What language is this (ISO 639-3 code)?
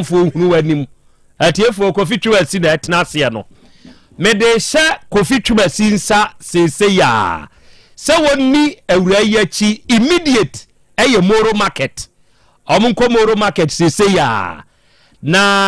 aka